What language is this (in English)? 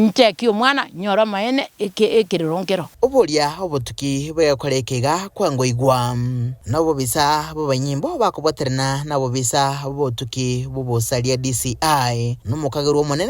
Gusii